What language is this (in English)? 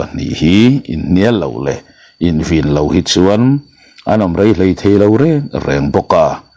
Mizo